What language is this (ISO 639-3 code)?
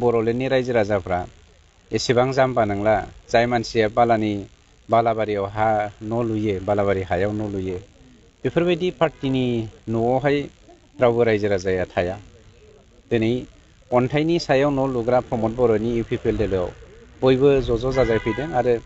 brx